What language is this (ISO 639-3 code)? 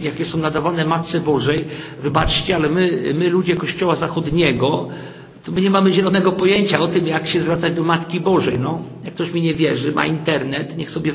pol